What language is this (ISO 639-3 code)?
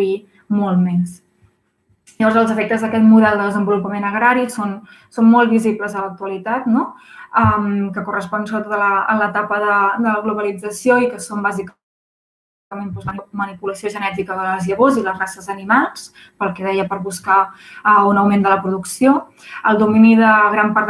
cat